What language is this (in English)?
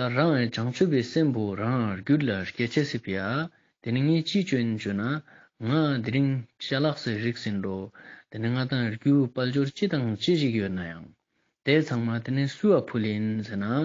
Ladakhi